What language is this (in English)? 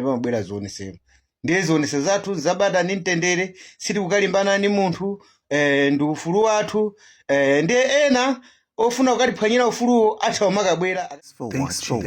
Nyanja